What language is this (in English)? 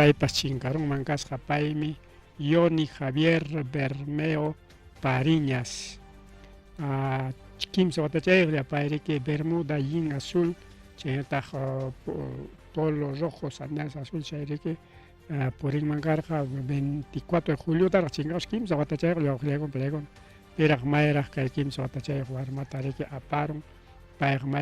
Ayacucho Quechua